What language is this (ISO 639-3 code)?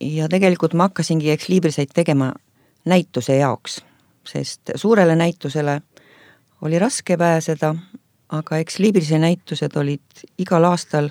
est